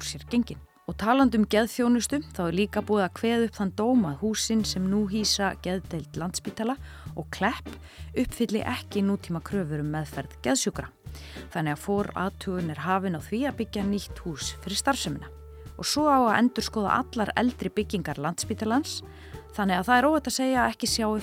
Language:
Icelandic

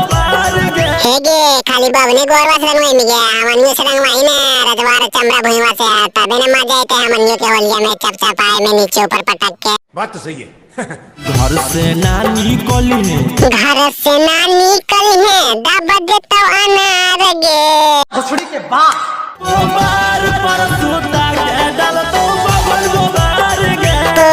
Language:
Magahi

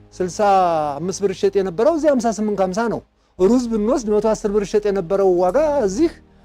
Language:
Amharic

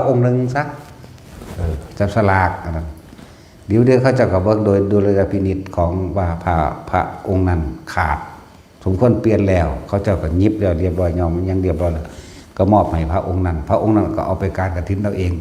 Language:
Northeastern Thai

